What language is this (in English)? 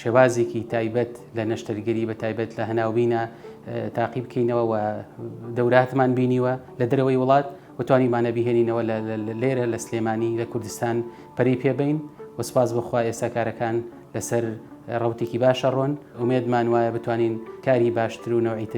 Central Kurdish